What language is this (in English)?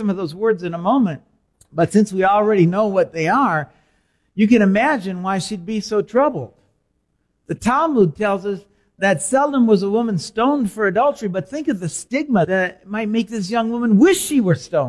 English